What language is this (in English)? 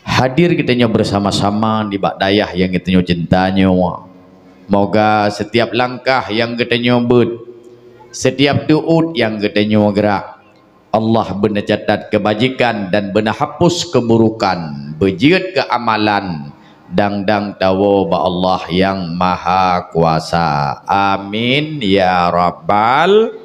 Achinese